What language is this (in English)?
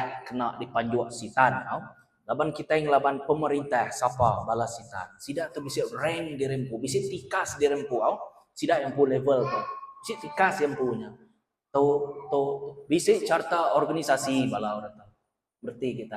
Iban